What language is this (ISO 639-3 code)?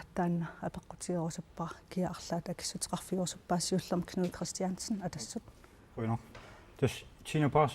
kal